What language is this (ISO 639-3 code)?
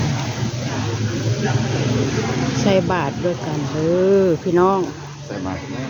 tts